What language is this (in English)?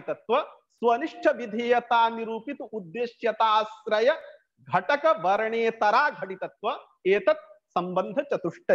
Sanskrit